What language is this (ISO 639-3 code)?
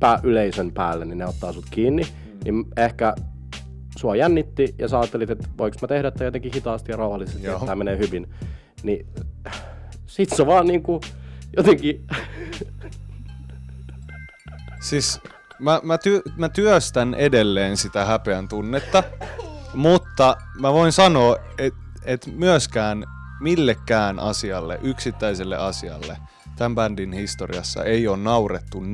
fin